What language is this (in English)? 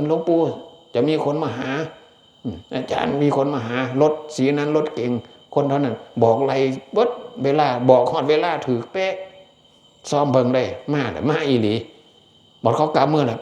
Northeastern Thai